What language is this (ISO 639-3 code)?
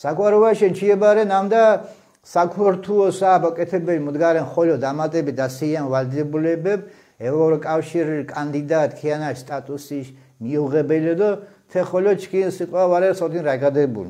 xmf